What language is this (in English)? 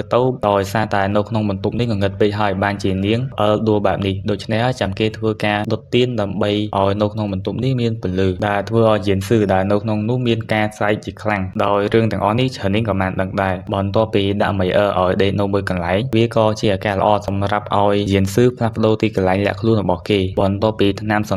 Khmer